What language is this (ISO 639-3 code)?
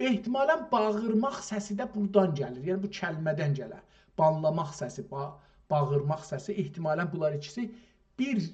azb